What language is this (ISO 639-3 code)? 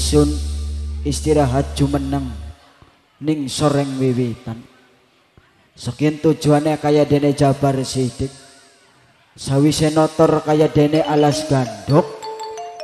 jav